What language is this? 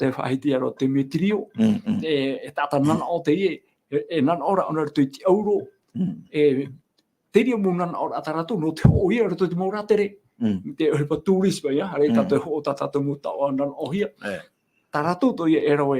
Tahitian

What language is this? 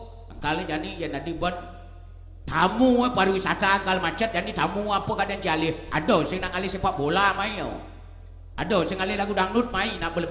Balinese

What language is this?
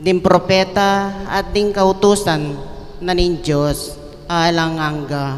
Pampanga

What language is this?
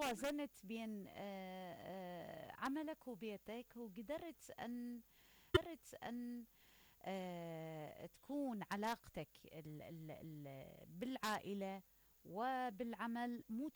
Mesopotamian Arabic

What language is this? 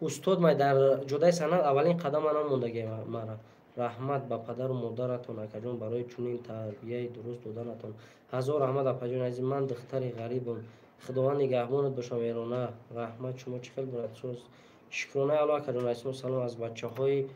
Tajik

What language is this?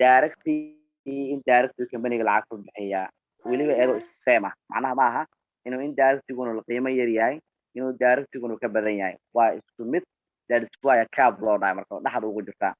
Somali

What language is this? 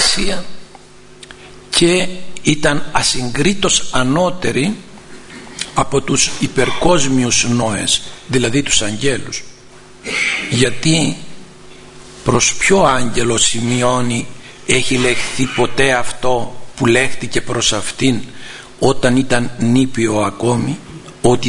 Greek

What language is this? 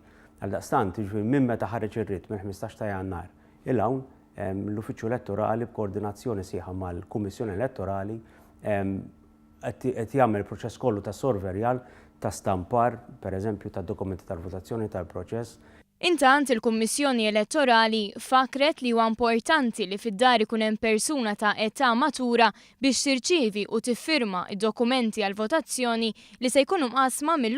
Maltese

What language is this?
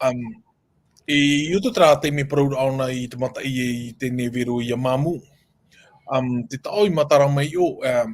Tahitian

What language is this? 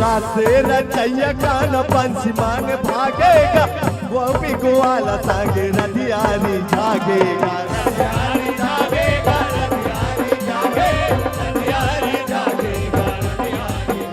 Chhattisgarhi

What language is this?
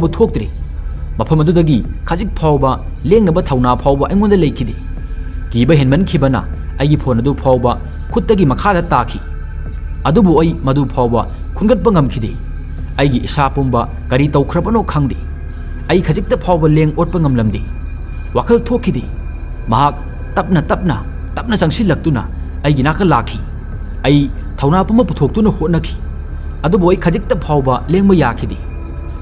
Manipuri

